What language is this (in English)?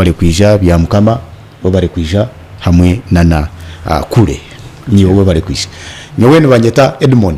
Nyankole